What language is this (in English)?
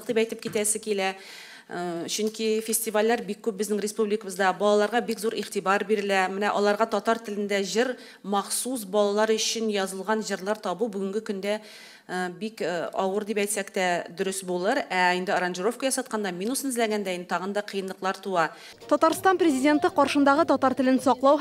Tatar